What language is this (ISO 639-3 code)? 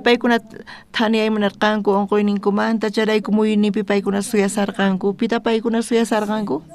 quh